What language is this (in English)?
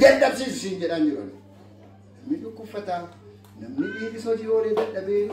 Oromo